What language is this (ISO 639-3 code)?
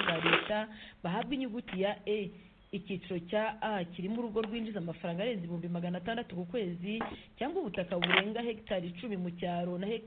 kin